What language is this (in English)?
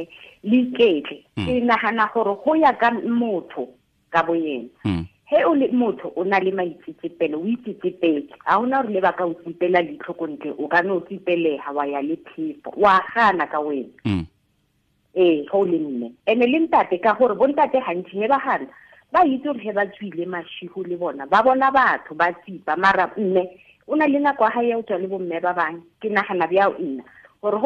Tswana